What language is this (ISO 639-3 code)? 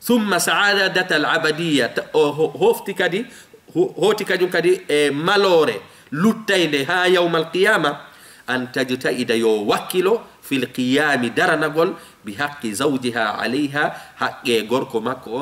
ful